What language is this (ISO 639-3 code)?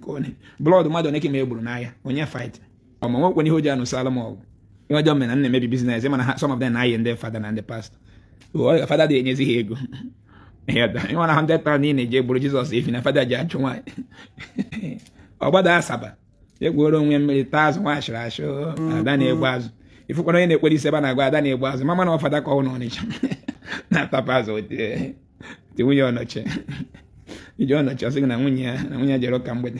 ibo